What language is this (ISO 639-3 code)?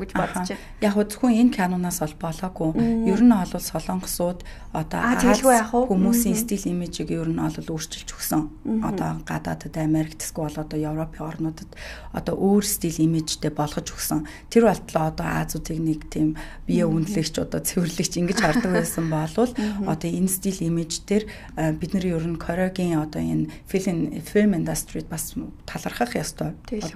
mon